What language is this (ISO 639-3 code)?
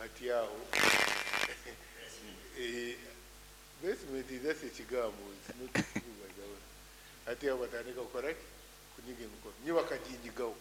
nyo